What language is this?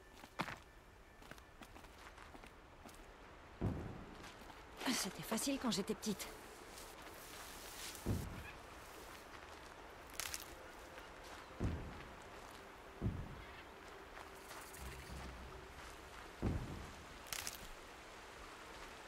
French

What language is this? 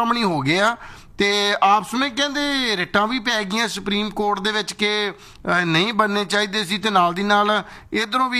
Punjabi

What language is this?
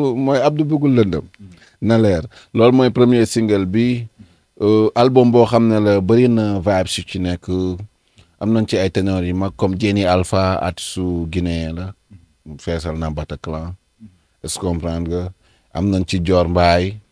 Wolof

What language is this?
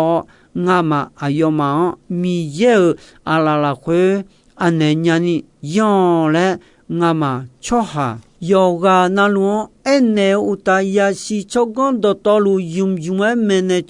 Akha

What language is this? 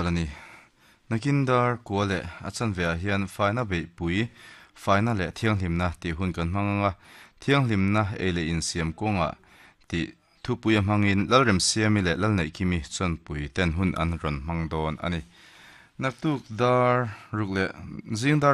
Mizo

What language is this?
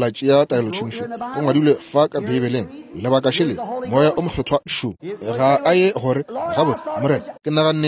Northern Sotho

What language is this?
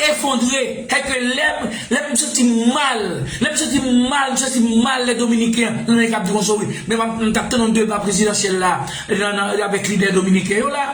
Haitian Creole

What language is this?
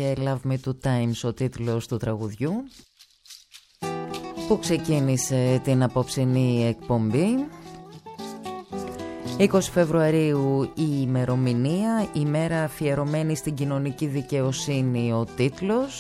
Greek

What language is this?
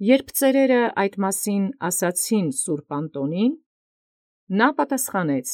Armenian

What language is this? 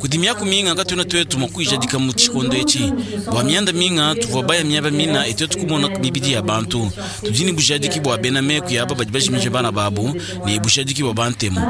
Luba-Lulua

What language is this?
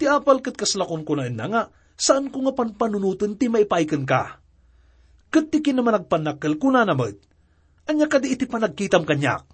Iloko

